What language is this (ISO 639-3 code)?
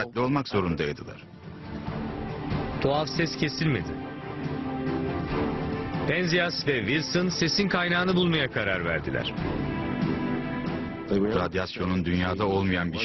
tur